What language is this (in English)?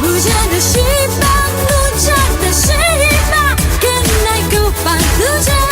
Konkani